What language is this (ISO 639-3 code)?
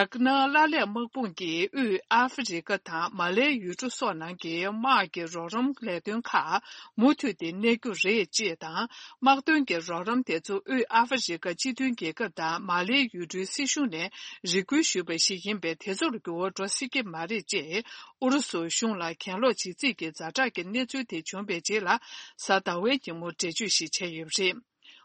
bod